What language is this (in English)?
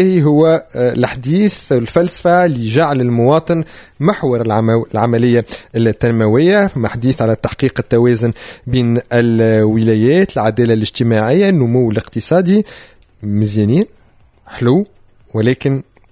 Tunisian Arabic